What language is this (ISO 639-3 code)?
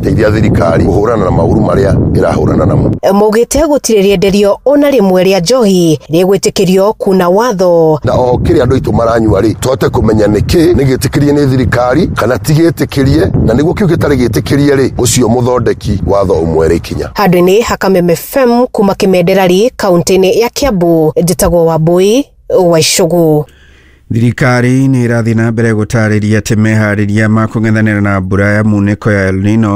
kik